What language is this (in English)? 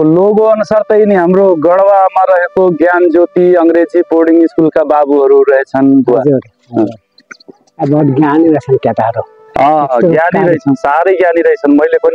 Nepali